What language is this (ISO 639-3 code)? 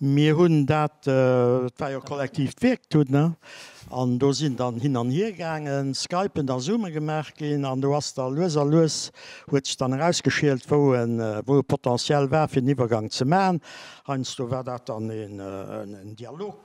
ltz